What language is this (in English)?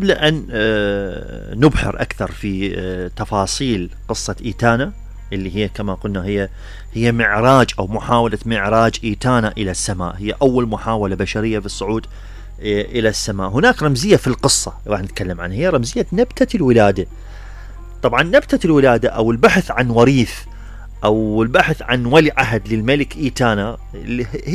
Mesopotamian Arabic